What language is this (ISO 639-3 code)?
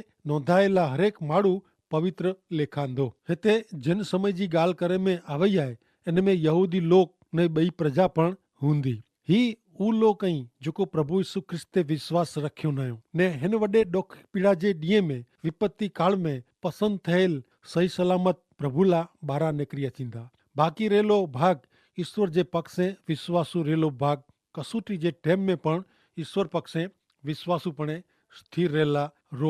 kfr